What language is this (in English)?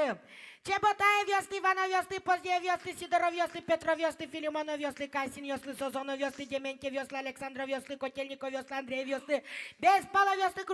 Udmurt